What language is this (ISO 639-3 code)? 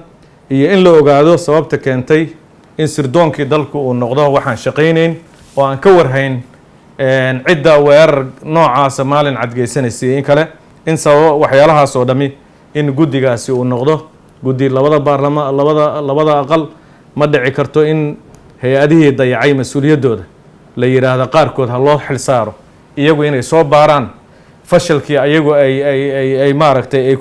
som